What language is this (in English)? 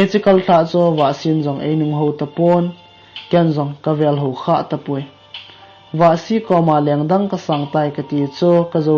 Thado Chin